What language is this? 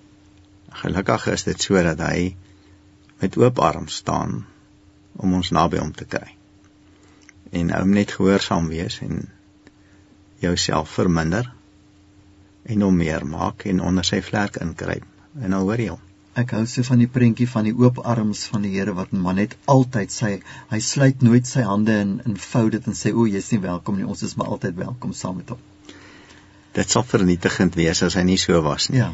Afrikaans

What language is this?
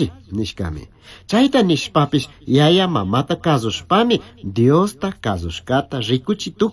Chimborazo Highland Quichua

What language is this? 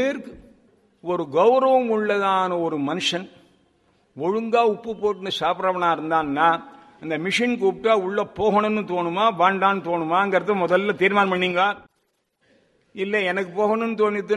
Tamil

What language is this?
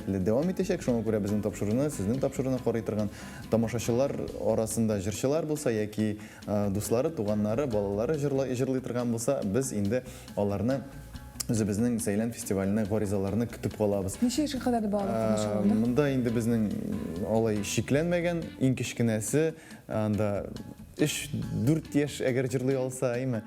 Tatar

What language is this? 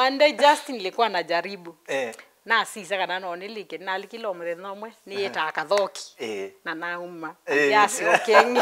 Kamba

